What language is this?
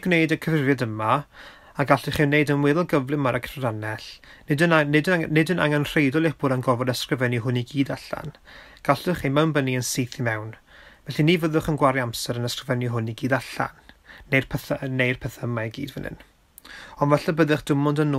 Welsh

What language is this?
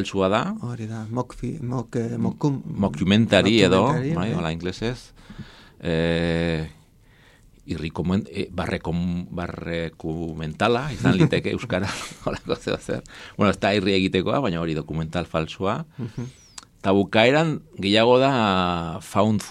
Basque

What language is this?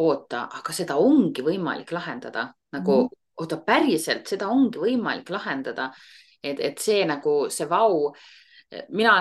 Estonian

